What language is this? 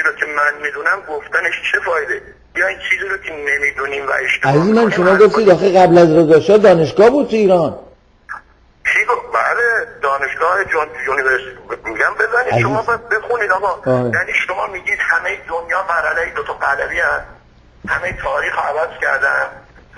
Persian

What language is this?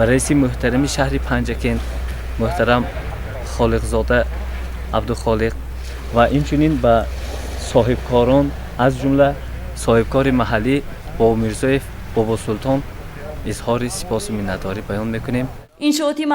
Tajik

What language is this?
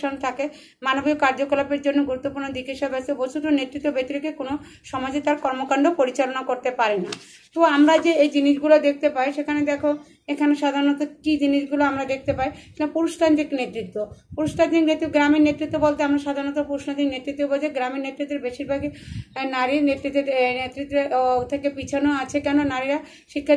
Bangla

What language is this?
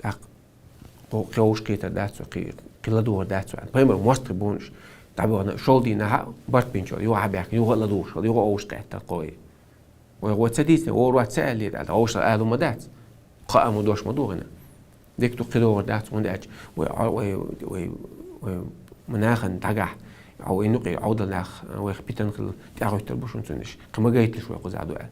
Chechen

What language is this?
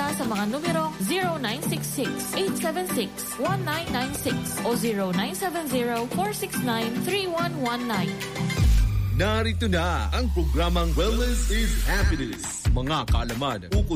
Filipino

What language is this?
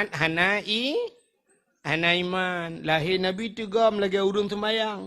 Achinese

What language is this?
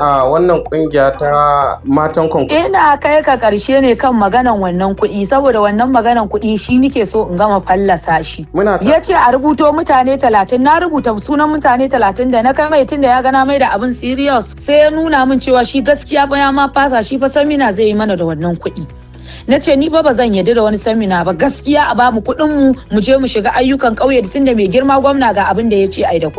Hausa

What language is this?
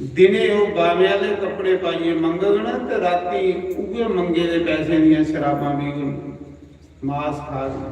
Dogri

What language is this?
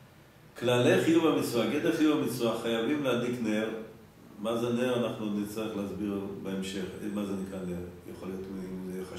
Hebrew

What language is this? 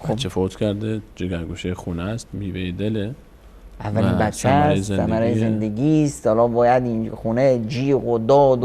Persian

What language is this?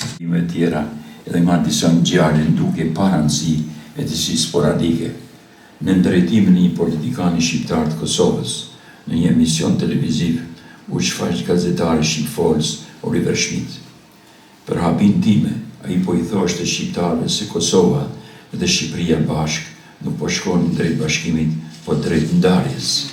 Albanian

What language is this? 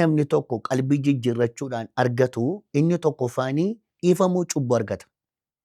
Oromo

